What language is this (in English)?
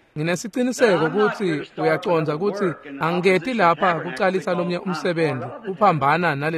Swati